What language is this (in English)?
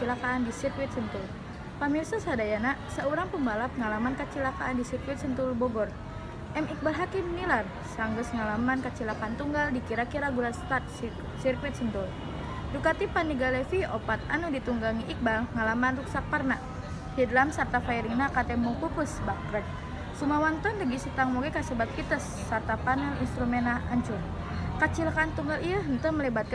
Sundanese